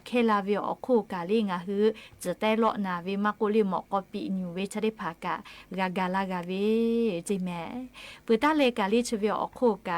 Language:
Lahu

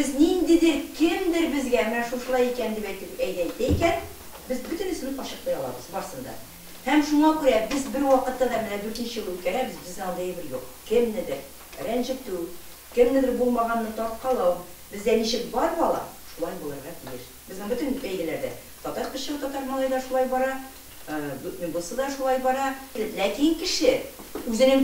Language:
Tatar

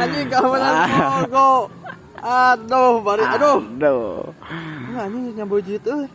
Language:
Sundanese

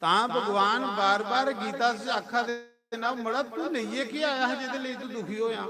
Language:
Dogri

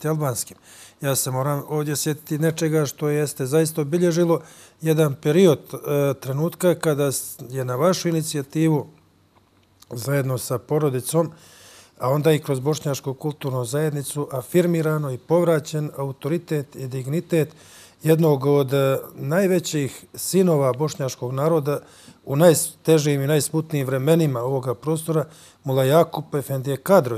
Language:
Bosnian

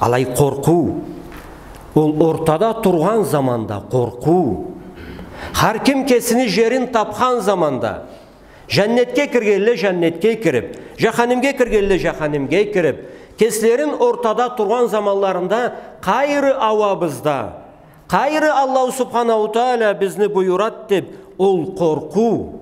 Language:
Karachay-Balkar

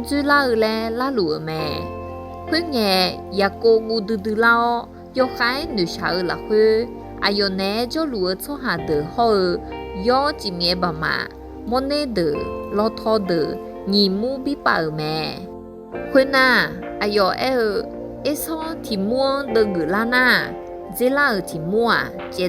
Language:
Akha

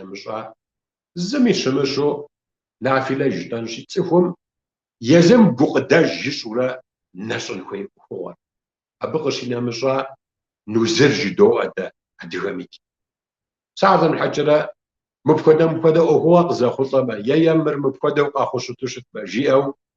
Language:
Kabardian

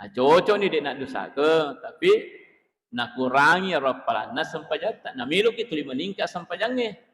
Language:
Buginese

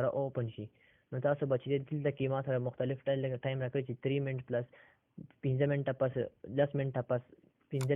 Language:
Pashto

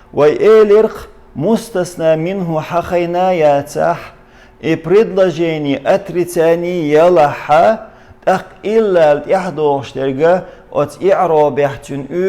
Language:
Chechen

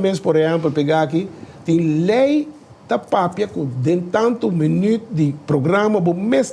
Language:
Papiamento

